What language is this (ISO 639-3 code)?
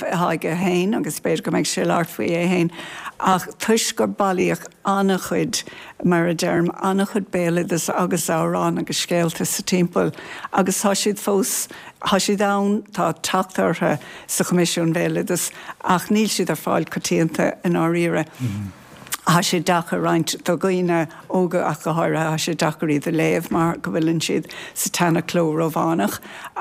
gle